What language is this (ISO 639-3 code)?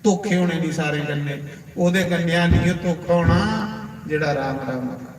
doi